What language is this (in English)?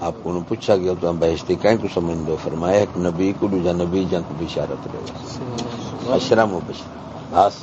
Saraiki